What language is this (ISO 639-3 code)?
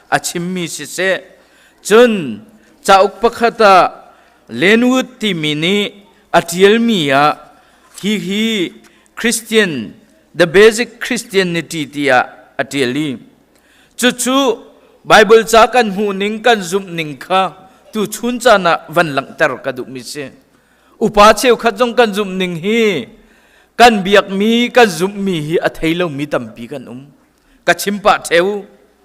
cnh